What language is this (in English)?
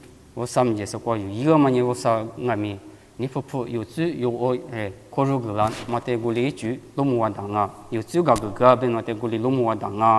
Lisu